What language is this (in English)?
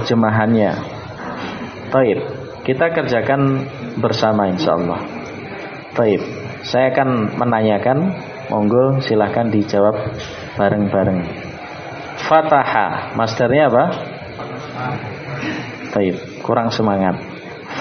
Indonesian